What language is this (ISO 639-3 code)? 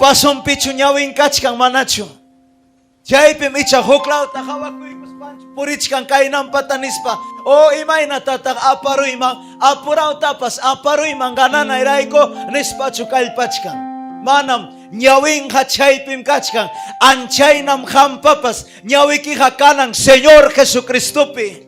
quy